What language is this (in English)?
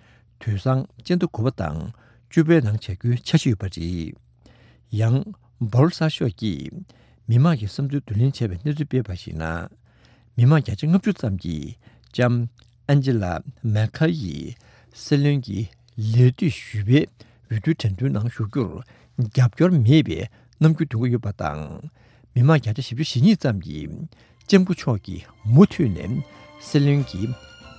Tibetan